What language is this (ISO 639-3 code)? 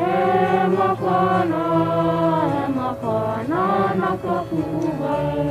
haw